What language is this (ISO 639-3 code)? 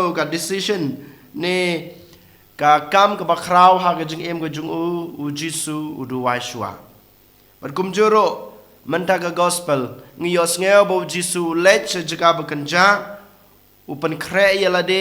kha